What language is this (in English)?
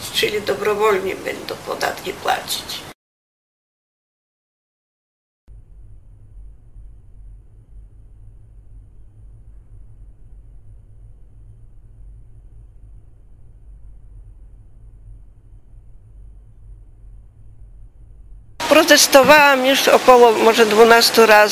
Polish